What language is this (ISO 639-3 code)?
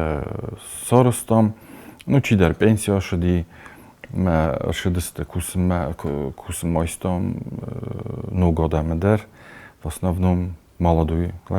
oss